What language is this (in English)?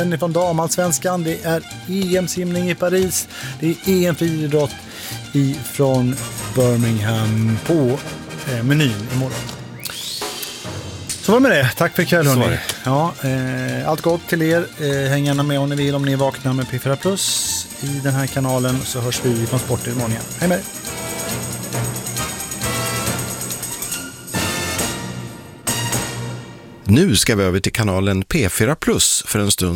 Swedish